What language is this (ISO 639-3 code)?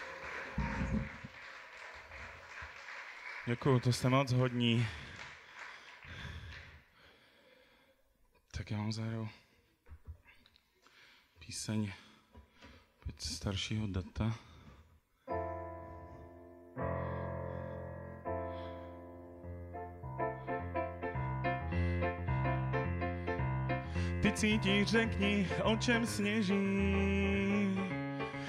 ces